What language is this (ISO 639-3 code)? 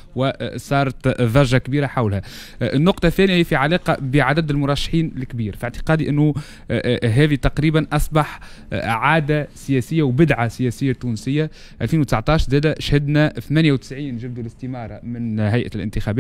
aeb